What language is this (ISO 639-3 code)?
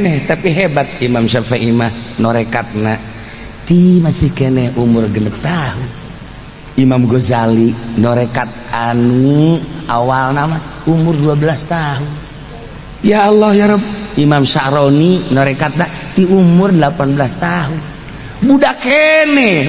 sun